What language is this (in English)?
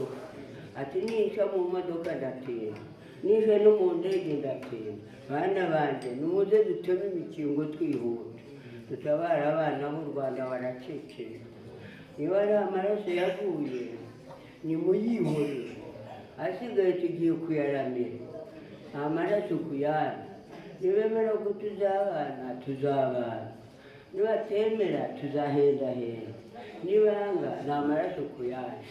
Kinyarwanda